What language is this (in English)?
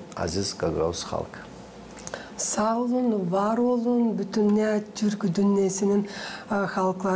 Gagauz